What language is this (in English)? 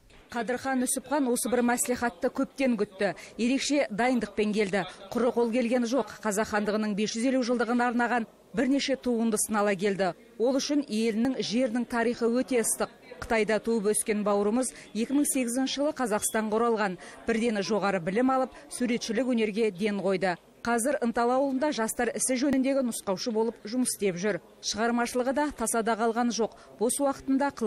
Kazakh